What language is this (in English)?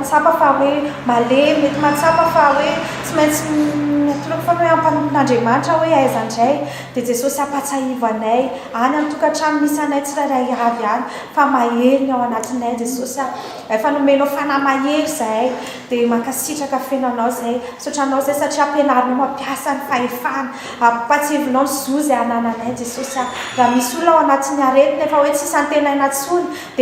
Malagasy